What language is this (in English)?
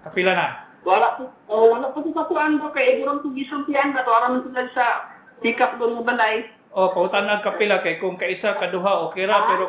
Cebuano